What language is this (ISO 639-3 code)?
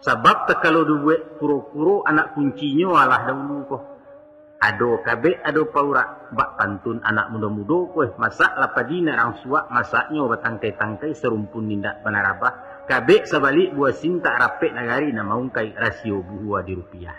min